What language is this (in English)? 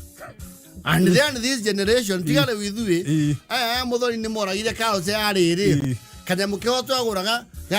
Kikuyu